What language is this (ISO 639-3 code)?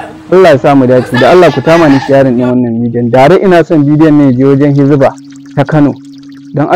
hau